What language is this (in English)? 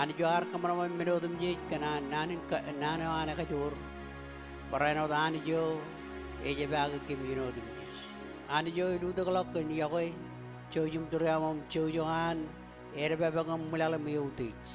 Marshallese